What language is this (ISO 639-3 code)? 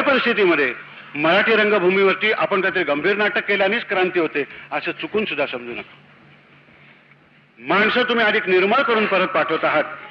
mar